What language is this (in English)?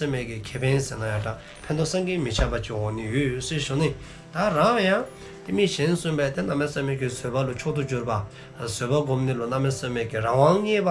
Dzongkha